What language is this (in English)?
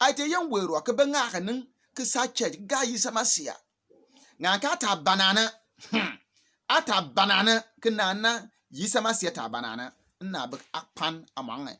Bimoba